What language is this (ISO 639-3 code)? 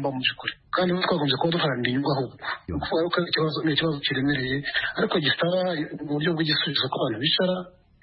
kin